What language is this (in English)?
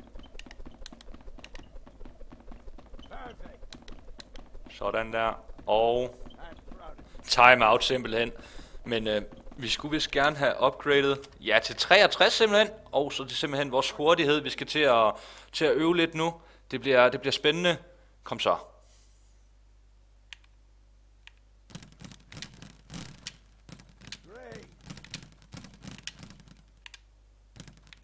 Danish